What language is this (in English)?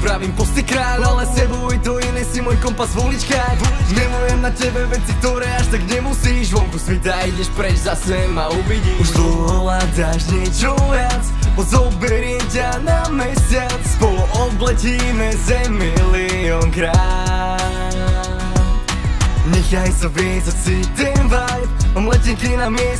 Slovak